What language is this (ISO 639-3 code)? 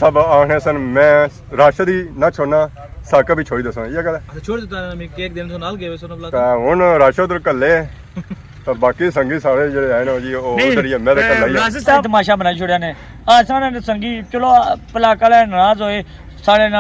phr